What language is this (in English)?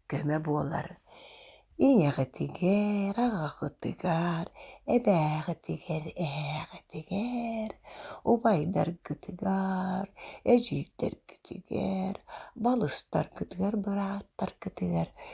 Yakut